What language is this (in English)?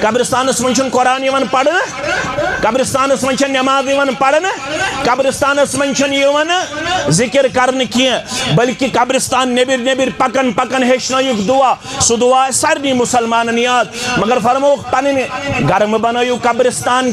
Kashmiri